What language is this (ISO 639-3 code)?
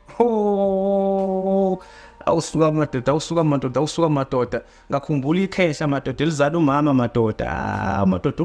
zul